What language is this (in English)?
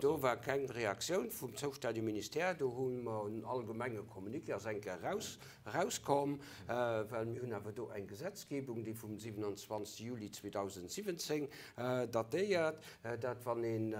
Luxembourgish